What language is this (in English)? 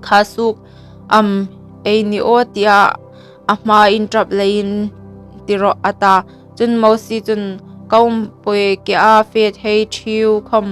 Hmar